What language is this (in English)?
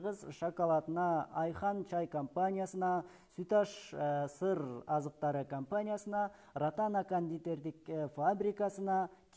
Kyrgyz